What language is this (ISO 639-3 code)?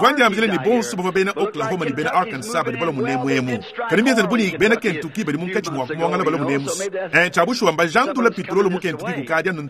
lua